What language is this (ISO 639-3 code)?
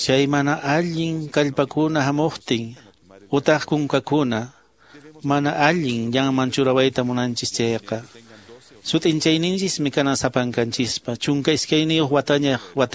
que